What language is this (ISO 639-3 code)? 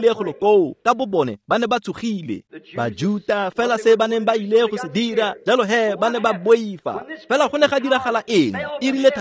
tsn